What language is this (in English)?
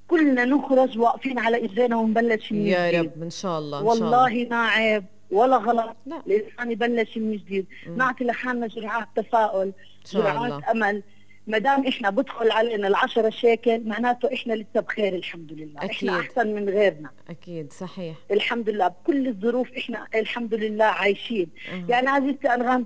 South Levantine Arabic